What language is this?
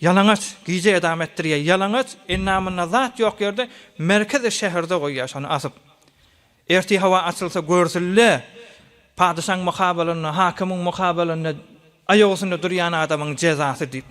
Turkmen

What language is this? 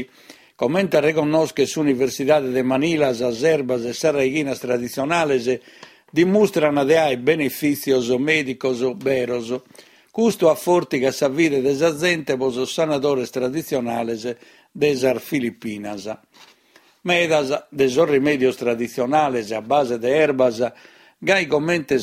Sardinian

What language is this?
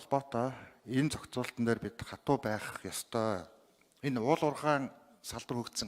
Mongolian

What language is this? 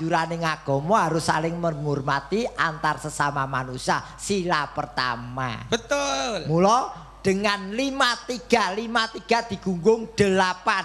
Javanese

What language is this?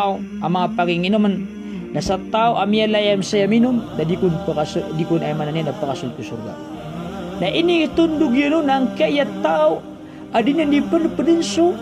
Maranao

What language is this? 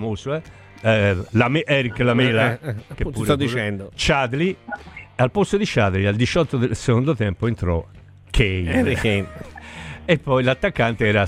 Italian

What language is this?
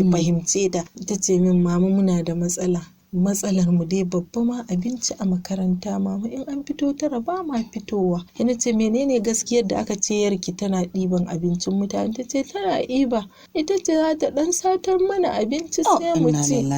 Hausa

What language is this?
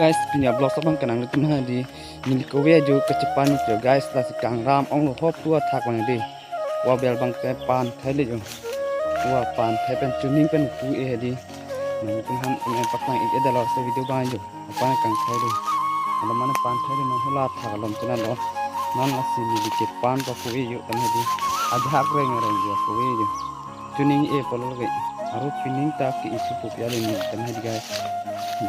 Karbi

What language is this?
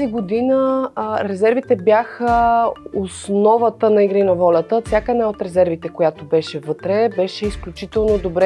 Bulgarian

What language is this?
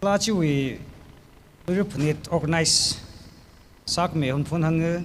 Tangkhul Naga (India)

